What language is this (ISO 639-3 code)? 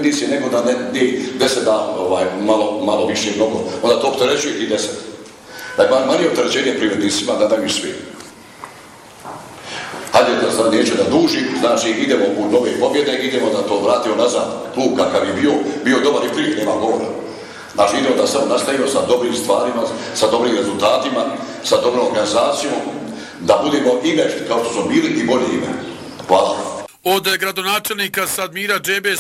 bos